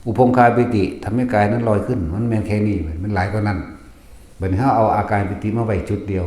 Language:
Northeastern Thai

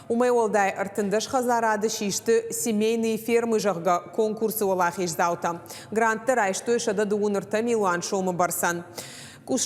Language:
Ossetic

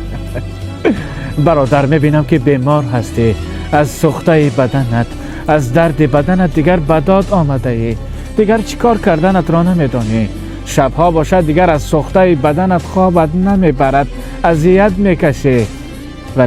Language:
Tajik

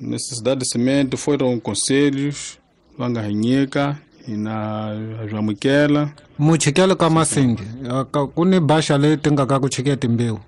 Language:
Tsonga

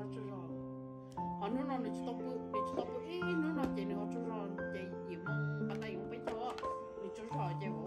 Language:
Hmong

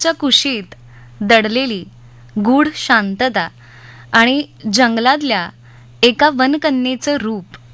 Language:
Marathi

